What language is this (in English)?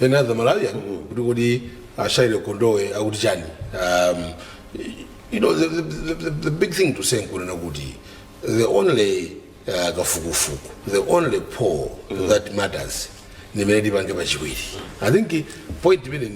Nyanja